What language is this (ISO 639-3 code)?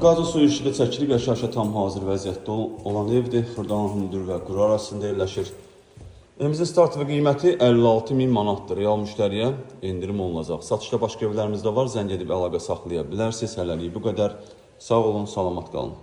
aze